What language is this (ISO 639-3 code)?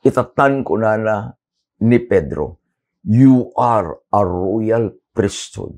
ilo